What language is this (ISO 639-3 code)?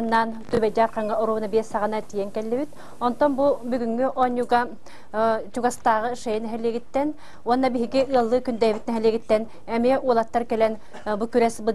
sah